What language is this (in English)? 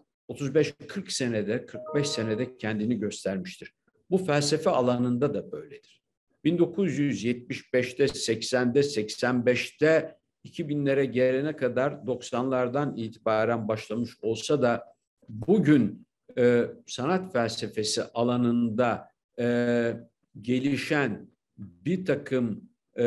Turkish